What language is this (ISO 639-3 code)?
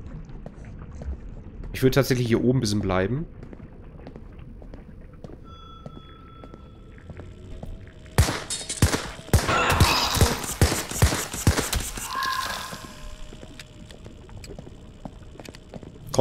deu